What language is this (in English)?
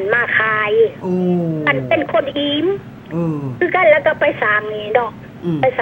Lao